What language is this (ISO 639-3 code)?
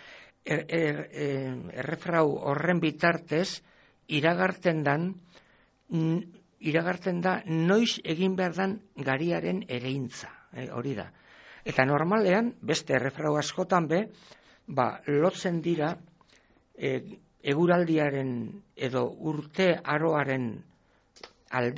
eus